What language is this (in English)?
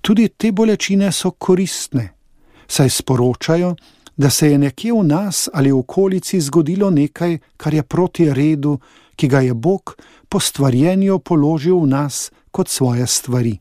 Slovenian